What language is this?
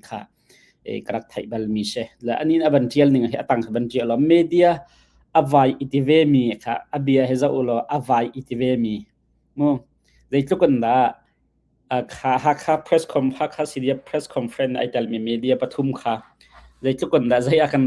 Hakha Chin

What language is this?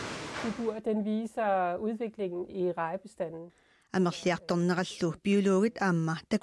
Kalaallisut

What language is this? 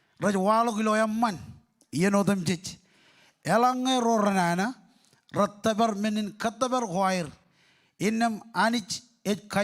Marshallese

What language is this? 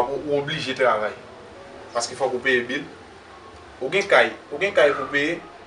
Haitian Creole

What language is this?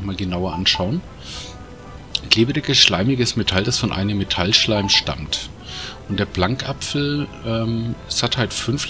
German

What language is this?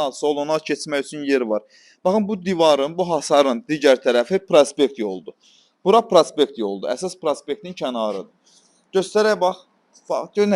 Azerbaijani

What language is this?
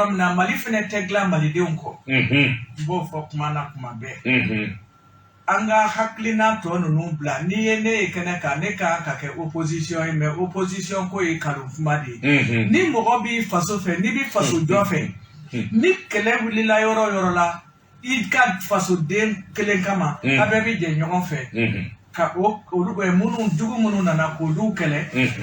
Bambara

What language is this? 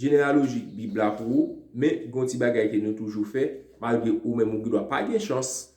Haitian Creole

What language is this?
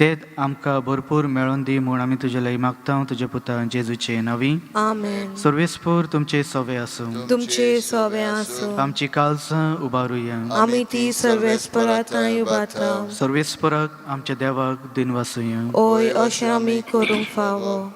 Konkani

